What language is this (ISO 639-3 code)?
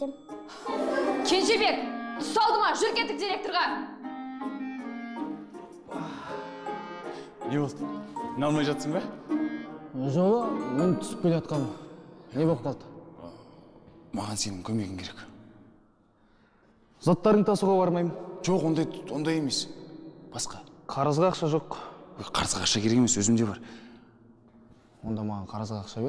kaz